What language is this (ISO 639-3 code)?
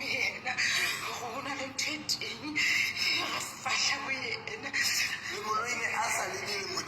sot